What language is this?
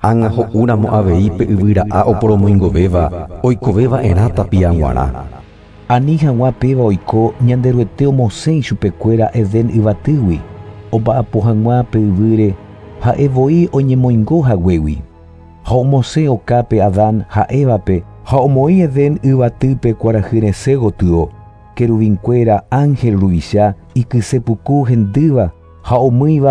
Guarani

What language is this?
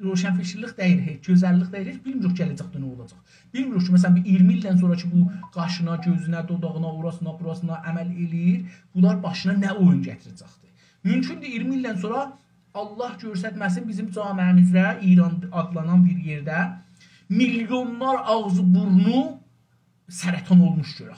South Azerbaijani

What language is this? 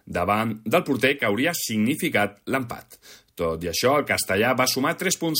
Catalan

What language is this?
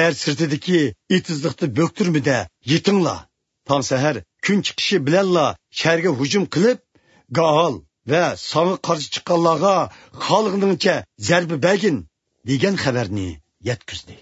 Uyghur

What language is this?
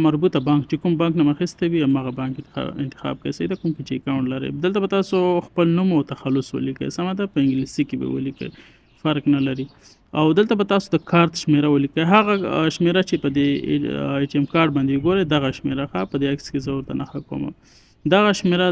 Pashto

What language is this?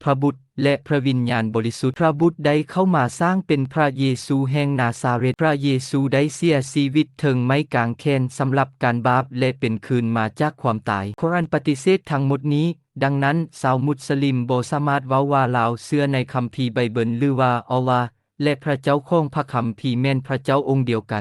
Lao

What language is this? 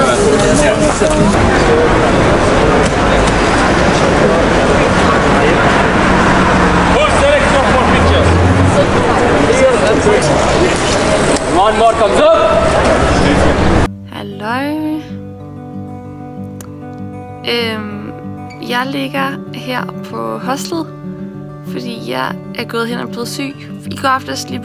Danish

